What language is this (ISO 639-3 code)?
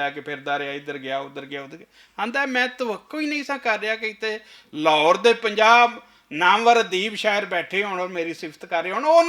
lah